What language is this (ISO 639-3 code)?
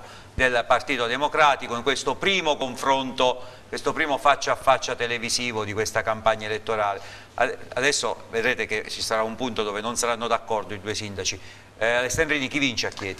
ita